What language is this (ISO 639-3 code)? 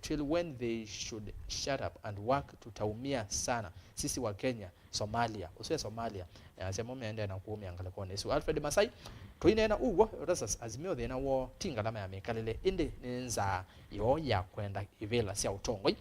kam